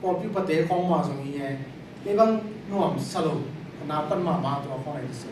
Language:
Tedim Chin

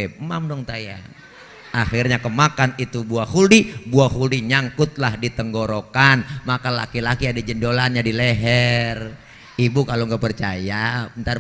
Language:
Betawi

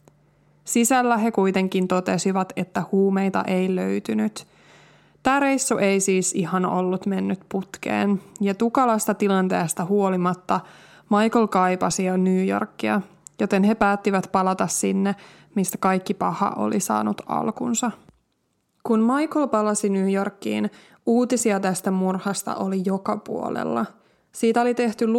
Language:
Finnish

